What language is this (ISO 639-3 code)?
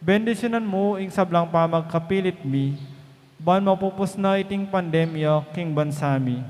pam